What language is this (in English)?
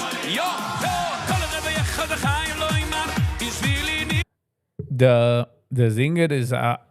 Yiddish